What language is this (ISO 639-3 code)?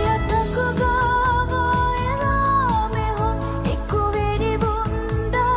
div